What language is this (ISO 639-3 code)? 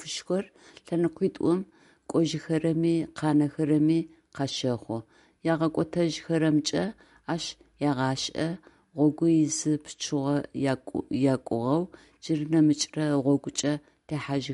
ady